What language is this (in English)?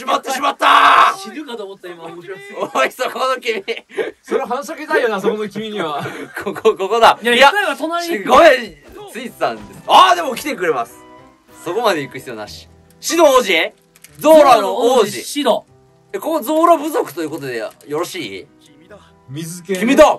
Japanese